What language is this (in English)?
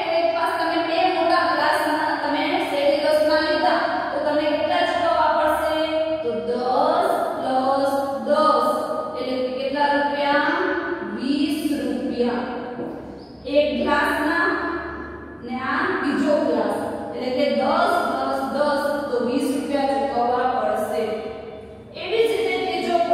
Gujarati